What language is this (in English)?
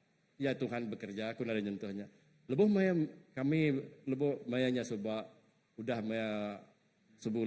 Iban